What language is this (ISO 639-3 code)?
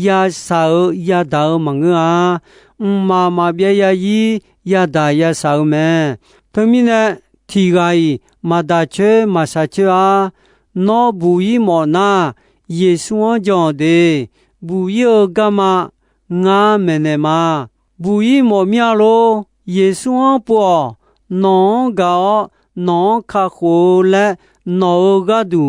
ahk